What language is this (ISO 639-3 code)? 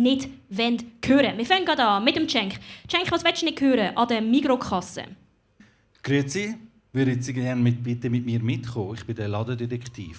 gsw